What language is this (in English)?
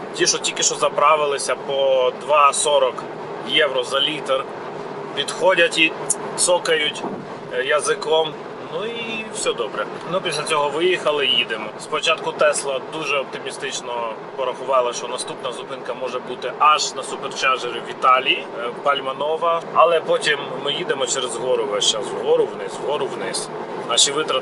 Ukrainian